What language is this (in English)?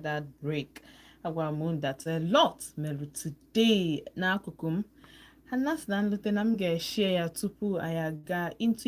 Igbo